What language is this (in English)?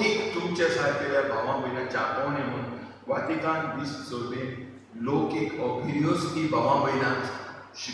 Konkani